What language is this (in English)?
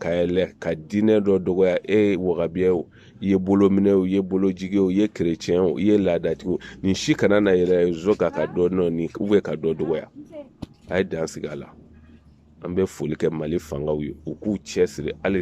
Bambara